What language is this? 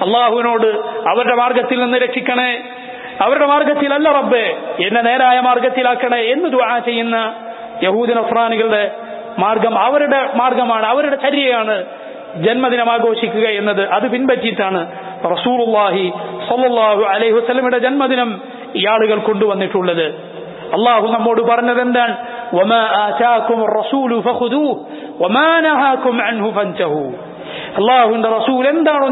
Malayalam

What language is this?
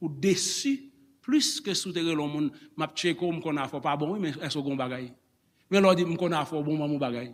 Haitian Creole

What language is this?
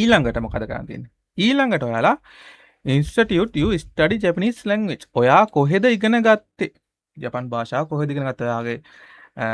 Sinhala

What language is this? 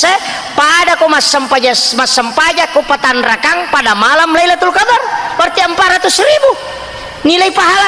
Buginese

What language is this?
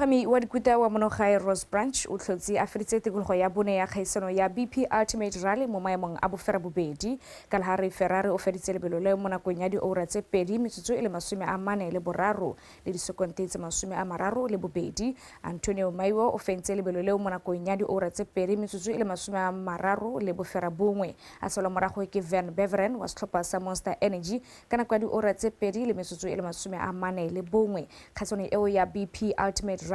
Tswana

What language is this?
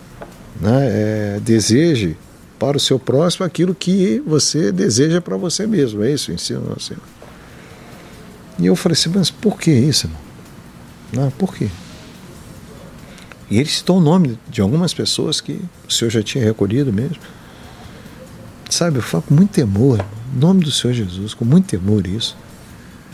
Portuguese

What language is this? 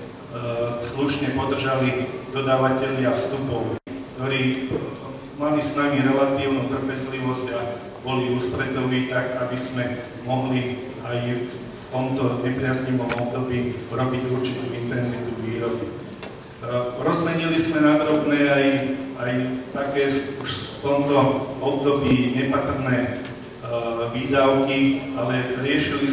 Slovak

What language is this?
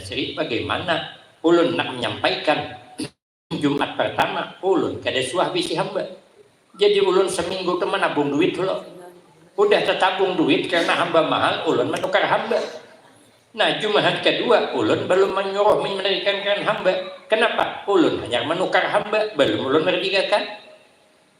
Banjar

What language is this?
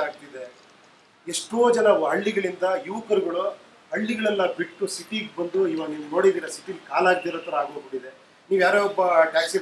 Kannada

